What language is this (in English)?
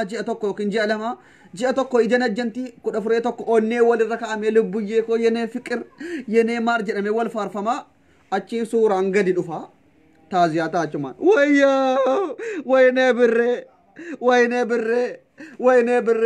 Oromo